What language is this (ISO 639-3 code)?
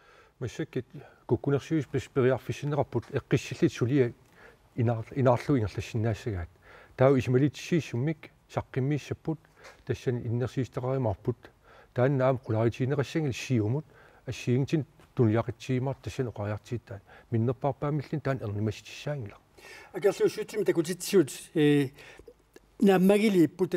kal